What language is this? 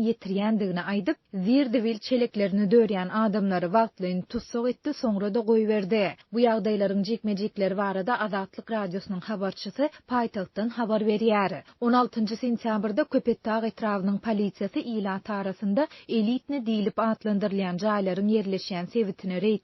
Turkmen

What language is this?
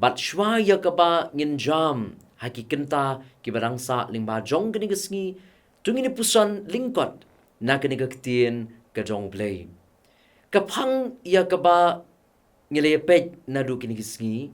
Khasi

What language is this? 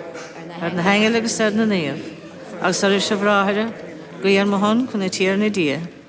Irish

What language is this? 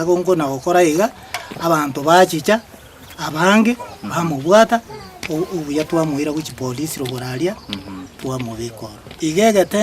Gusii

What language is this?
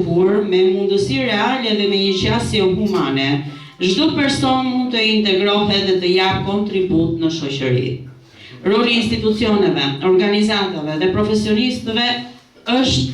Albanian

